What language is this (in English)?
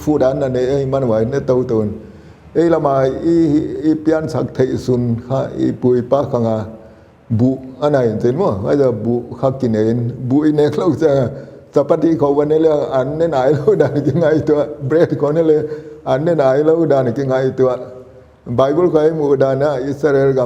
Paite Chin